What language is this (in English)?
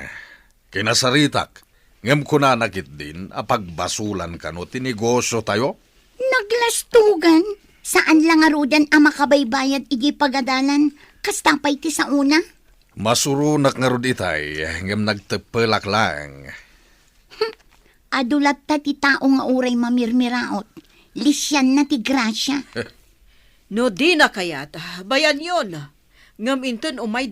Iloko